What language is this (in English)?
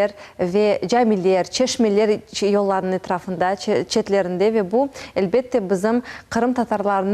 Crimean Tatar